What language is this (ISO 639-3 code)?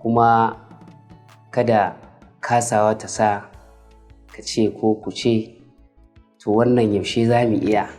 hau